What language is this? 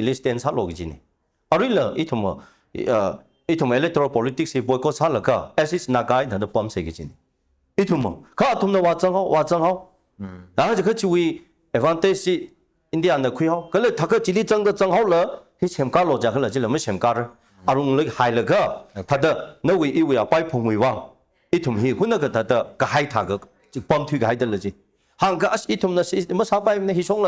Tangkhul Naga (India)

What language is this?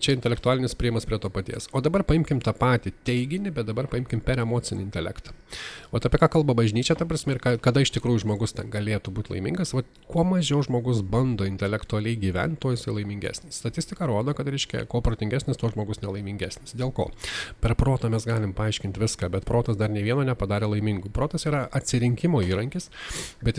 Lithuanian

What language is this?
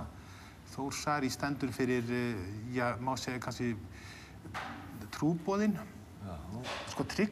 Icelandic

